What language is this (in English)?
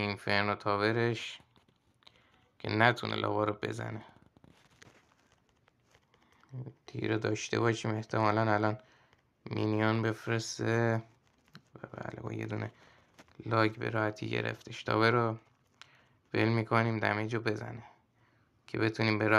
Persian